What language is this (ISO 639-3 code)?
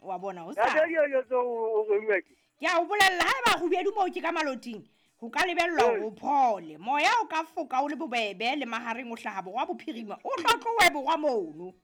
sot